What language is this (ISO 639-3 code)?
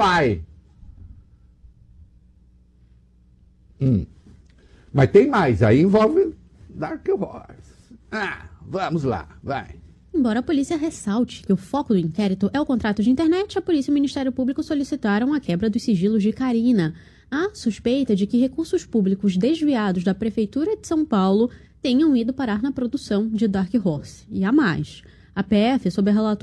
por